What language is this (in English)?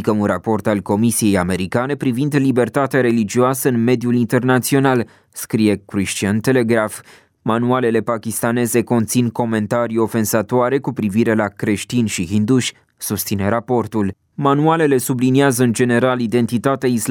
Romanian